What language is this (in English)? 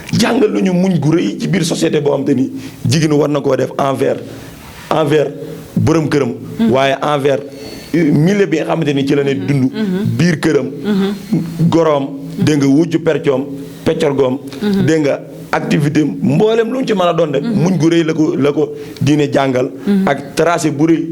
Wolof